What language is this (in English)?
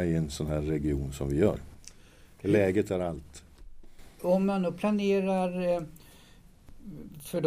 Swedish